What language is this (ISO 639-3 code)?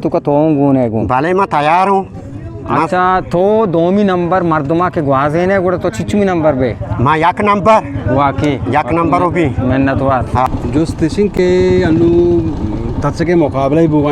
bgp